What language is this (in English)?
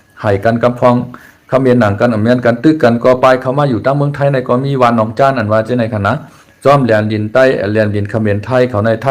Shan